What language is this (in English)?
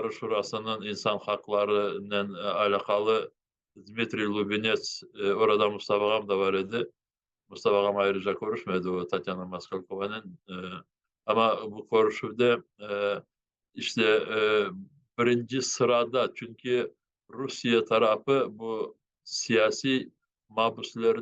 Crimean Tatar